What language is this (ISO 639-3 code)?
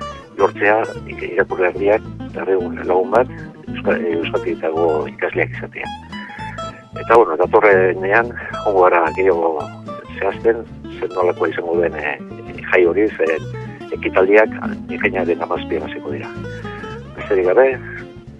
eus